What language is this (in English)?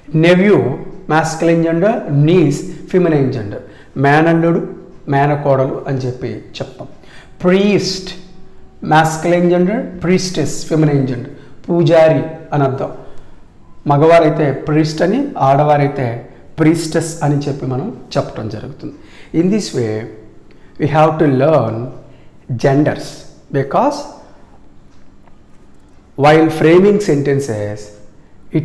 Telugu